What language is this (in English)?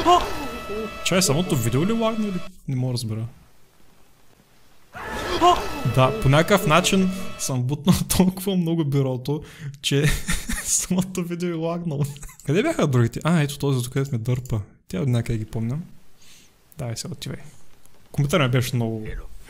Bulgarian